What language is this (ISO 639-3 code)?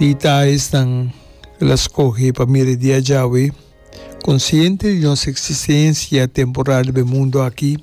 pap